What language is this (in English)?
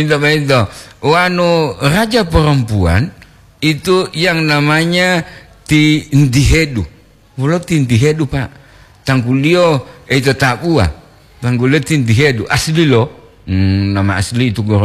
Gorontalo